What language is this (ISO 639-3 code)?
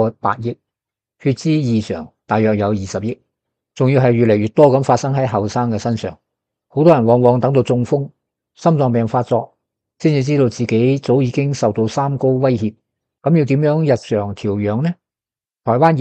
yue